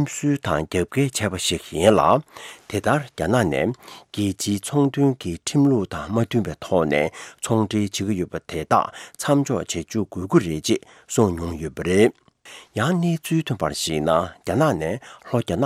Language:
Tibetan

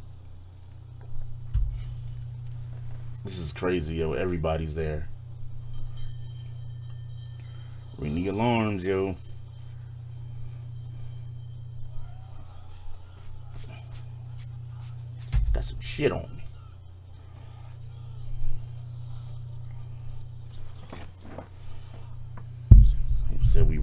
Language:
English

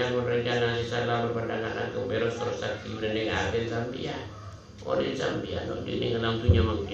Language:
Madurese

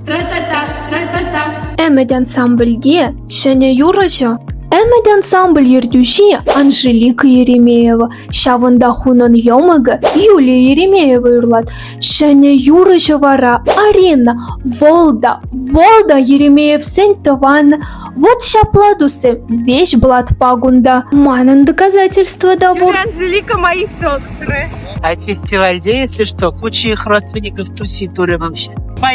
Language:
Chuvash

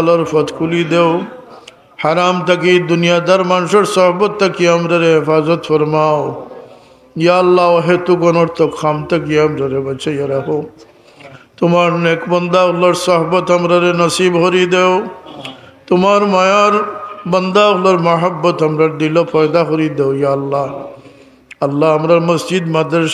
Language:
Sylheti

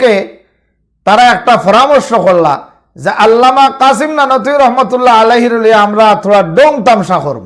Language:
Sylheti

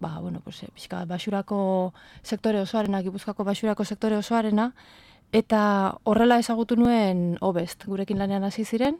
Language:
Basque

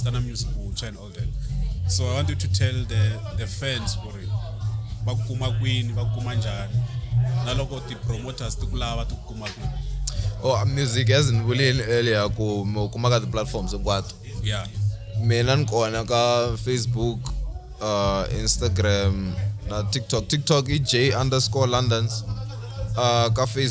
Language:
Tsonga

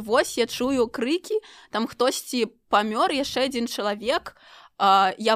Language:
Belarusian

